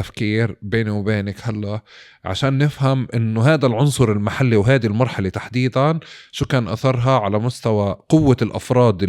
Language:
North Levantine Arabic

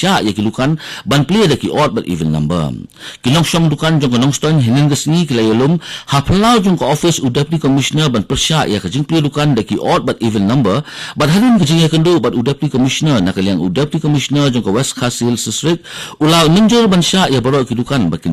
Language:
Khasi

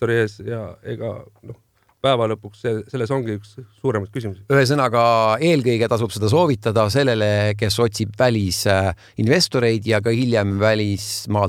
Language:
Estonian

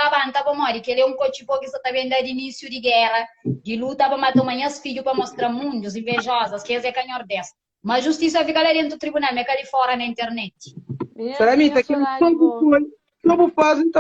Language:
Kabuverdianu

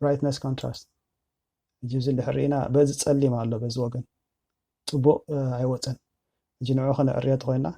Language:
Tigrinya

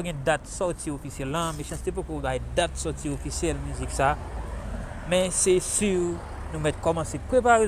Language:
Haitian Creole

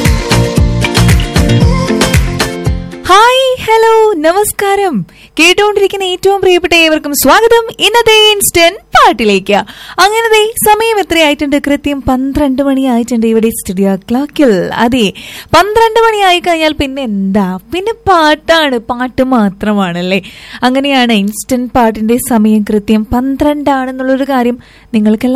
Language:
Malayalam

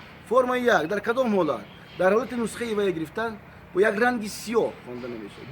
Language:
Tajik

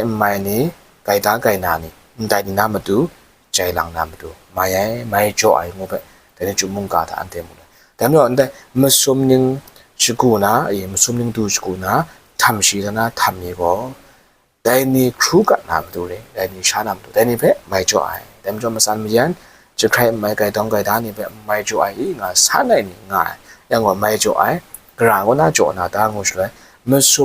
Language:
Kachin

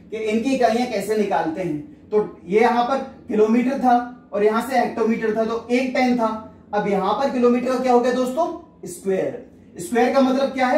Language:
Hindi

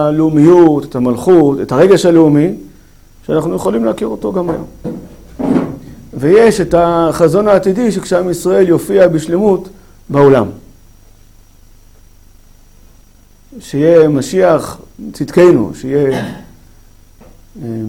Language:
Hebrew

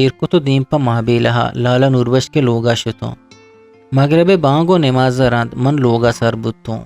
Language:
Eastern Balochi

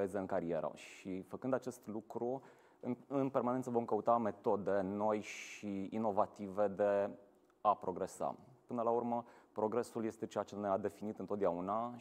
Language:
Romanian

